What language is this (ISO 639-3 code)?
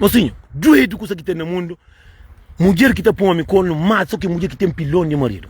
kea